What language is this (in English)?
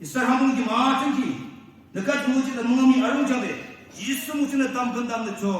Naga Pidgin